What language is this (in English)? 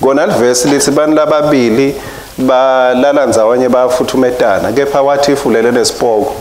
Swati